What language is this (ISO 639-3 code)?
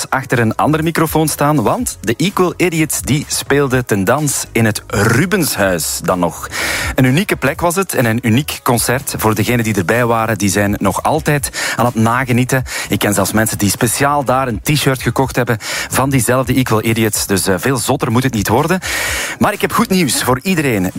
nld